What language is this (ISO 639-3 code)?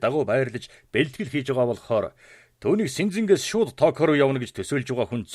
mon